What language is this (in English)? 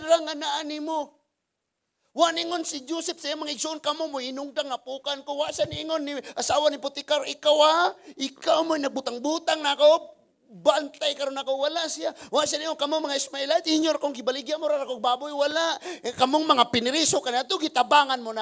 Cebuano